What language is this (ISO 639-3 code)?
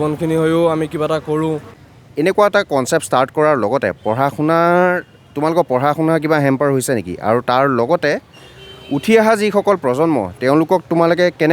asm